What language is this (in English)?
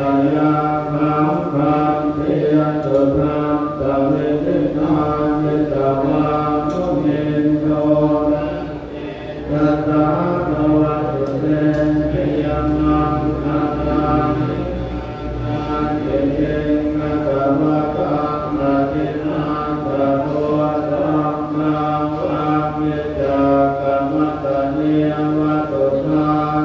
Pali